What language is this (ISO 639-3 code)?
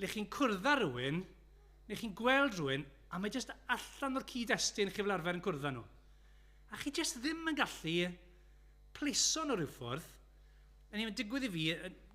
cym